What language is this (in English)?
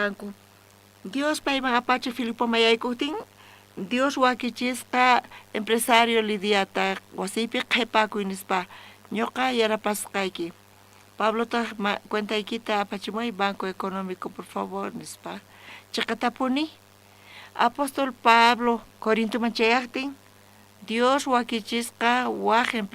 South Bolivian Quechua